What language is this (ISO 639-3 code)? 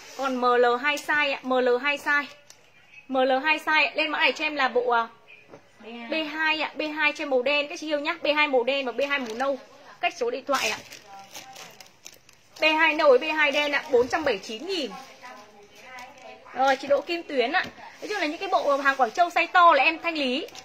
vie